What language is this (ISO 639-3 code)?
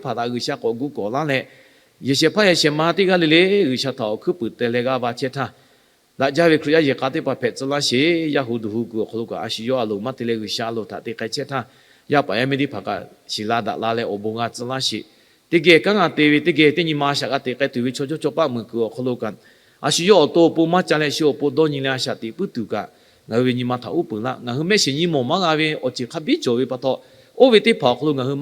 lhu